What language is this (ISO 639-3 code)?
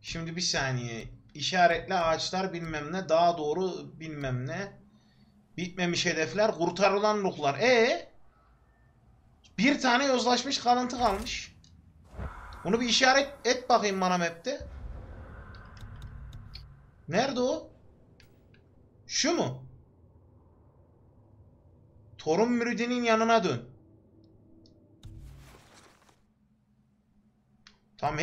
tur